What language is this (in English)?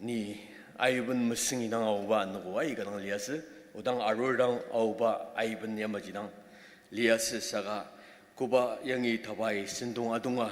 Ao Naga